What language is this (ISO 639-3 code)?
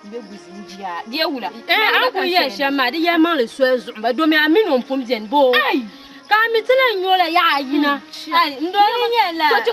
dag